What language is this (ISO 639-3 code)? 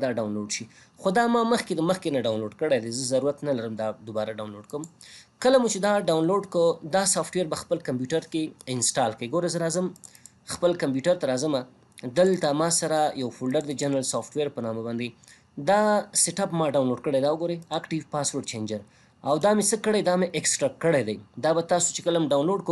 pus